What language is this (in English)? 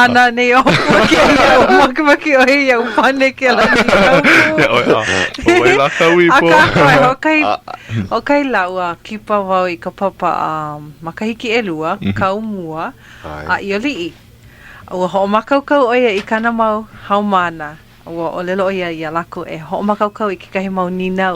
Hawaiian